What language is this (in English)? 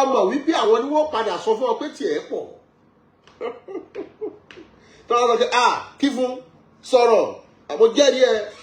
Yoruba